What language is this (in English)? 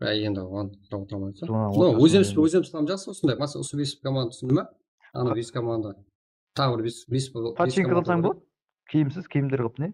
Kara-Kalpak